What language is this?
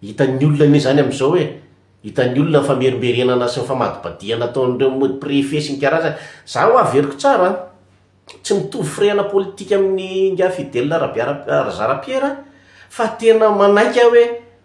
Malagasy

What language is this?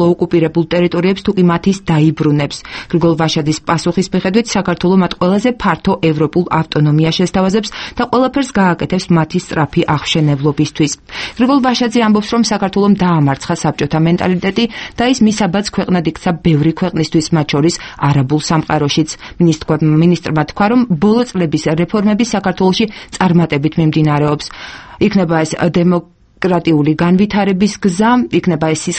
Georgian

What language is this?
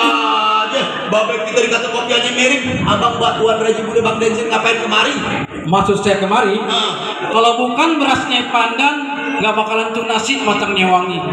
Betawi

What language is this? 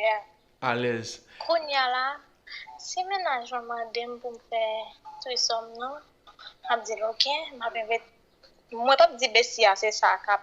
Haitian Creole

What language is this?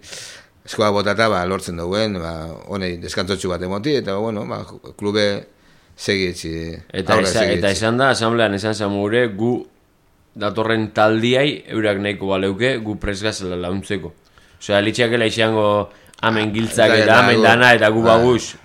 Basque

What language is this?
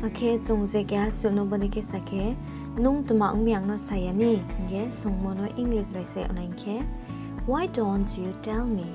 Riang (India)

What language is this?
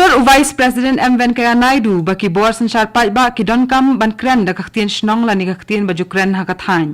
Khasi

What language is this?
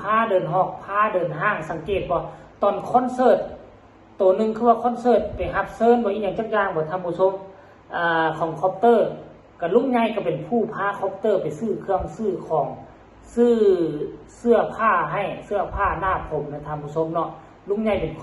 Northeastern Thai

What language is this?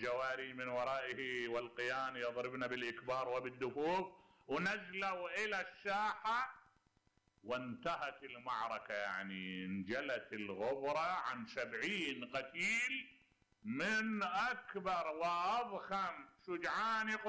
Mesopotamian Arabic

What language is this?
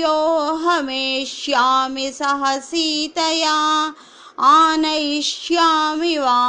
Sanskrit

